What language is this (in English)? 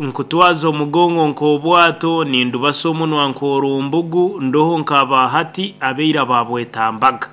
Nyankole